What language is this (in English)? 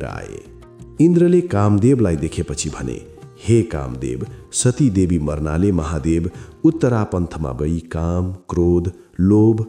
Nepali